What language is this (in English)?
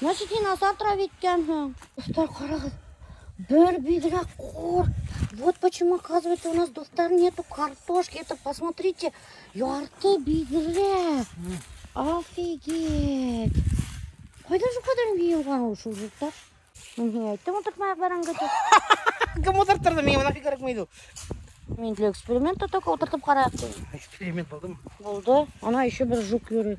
Bashkir